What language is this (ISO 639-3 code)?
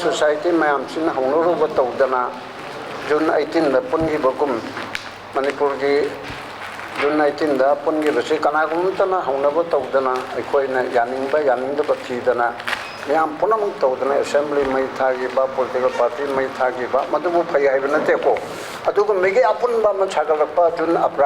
mni